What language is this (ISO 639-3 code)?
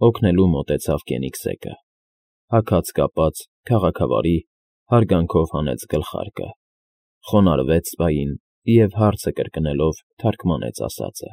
hye